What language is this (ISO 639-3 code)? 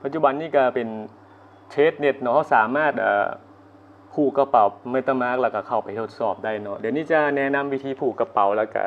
lao